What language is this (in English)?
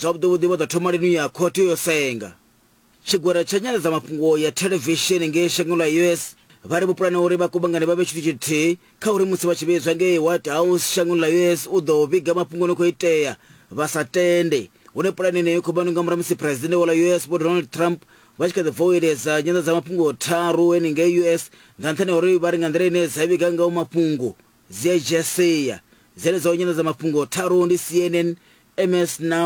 Venda